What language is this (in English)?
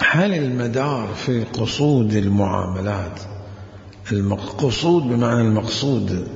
Mesopotamian Arabic